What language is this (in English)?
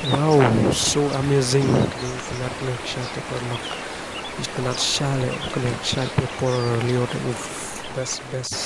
Khasi